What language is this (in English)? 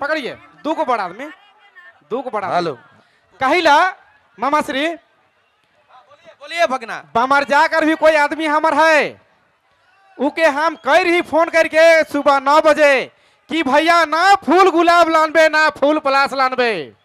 Sadri